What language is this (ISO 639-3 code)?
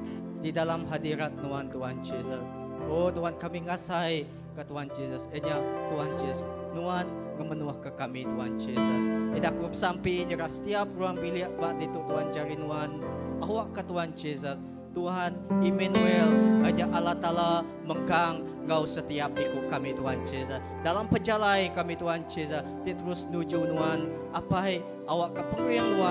iba